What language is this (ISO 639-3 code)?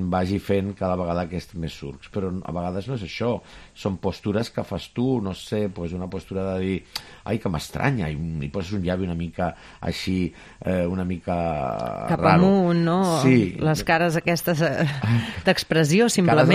cat